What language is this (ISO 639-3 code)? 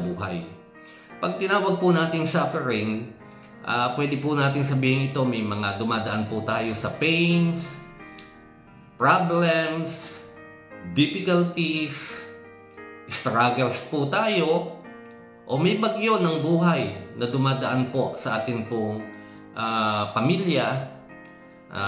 fil